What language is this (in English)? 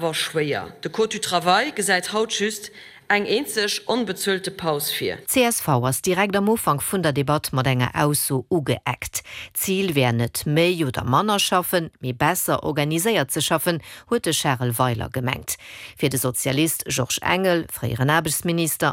Luxembourgish